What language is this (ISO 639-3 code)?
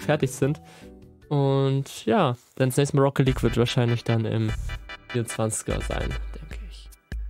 deu